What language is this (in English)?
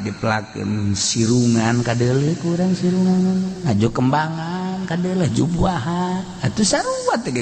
Sundanese